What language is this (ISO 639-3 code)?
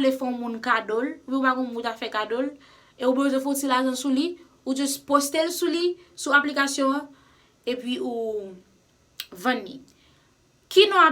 hat